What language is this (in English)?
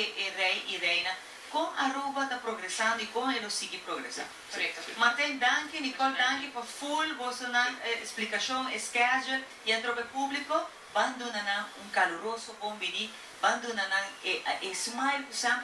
Papiamento